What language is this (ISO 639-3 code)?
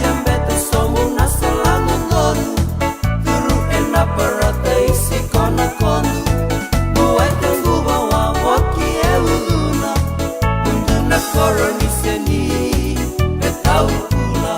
fij